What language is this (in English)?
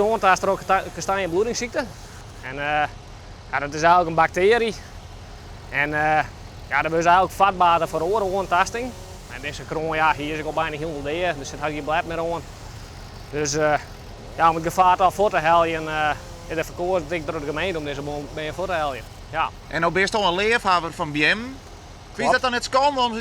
Western Frisian